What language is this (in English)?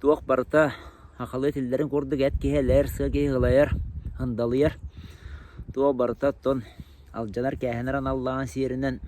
Yakut